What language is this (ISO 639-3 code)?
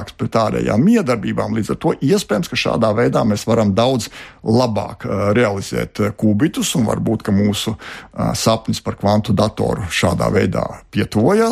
lav